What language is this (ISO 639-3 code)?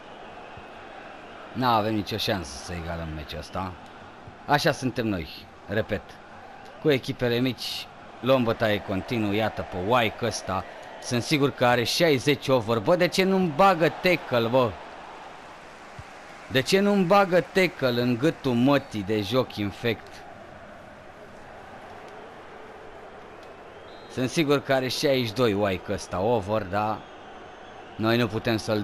ron